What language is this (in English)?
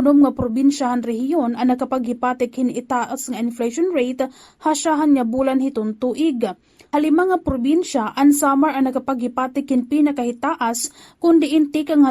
Waray